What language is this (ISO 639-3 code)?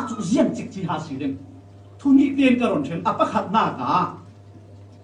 cfm